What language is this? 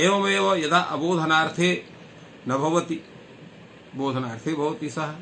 Sanskrit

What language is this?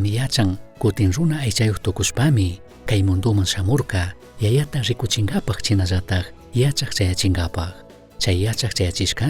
Chimborazo Highland Quichua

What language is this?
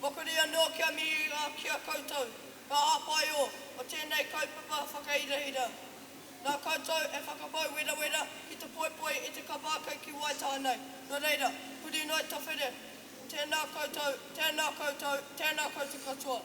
Māori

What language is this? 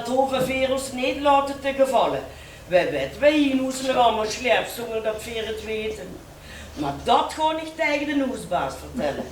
Limburgish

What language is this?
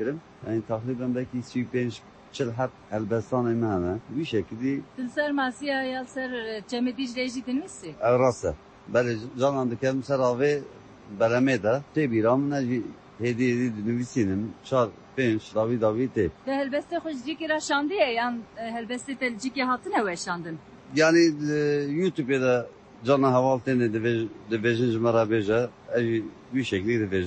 Kurdish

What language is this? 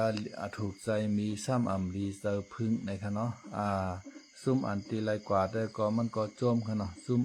Shan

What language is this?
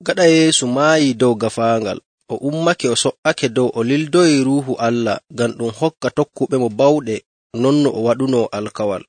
Nigerian Fulfulde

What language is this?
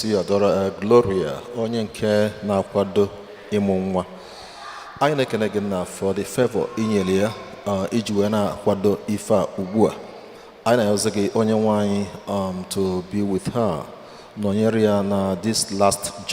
Igbo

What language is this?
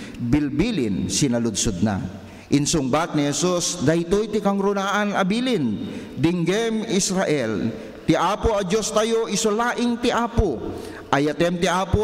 Iloko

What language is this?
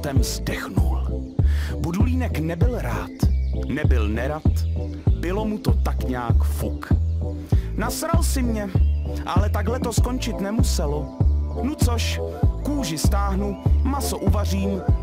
Czech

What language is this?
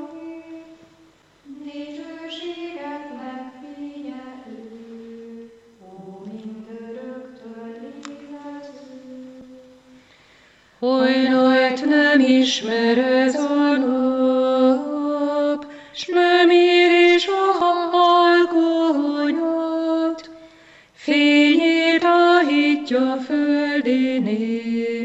Hungarian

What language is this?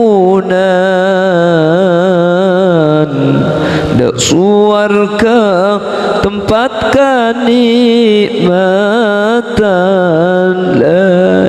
Madurese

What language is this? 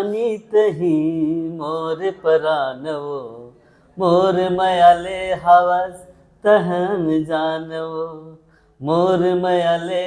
Chhattisgarhi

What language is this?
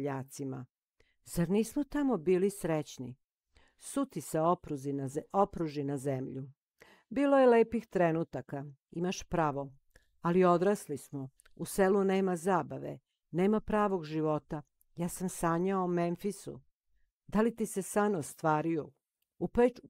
Serbian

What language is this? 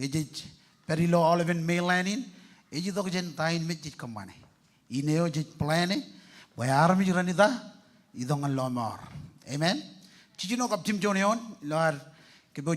Marshallese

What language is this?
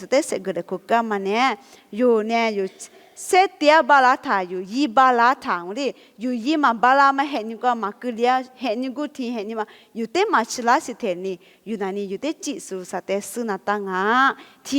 Lisu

